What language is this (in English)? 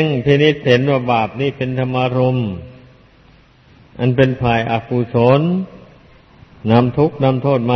Thai